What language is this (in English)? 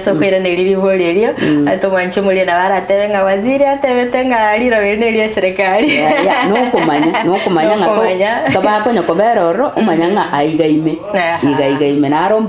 Gusii